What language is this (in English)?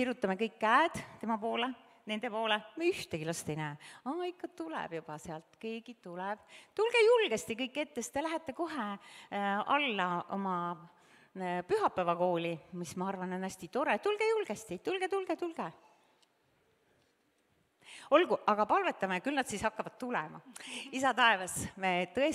Estonian